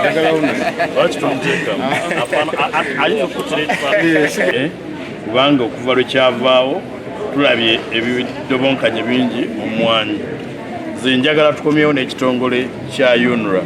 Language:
Ganda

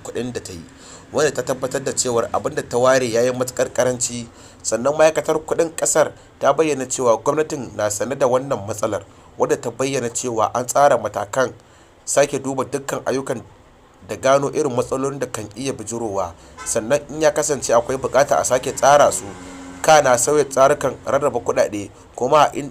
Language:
Hausa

